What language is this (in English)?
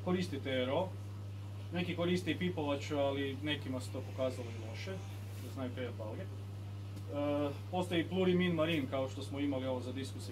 Croatian